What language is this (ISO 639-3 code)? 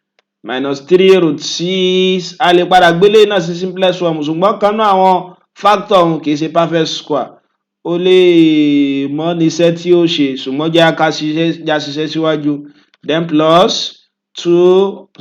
yor